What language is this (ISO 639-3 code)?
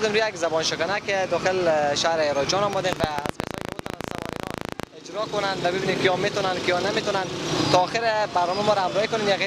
fas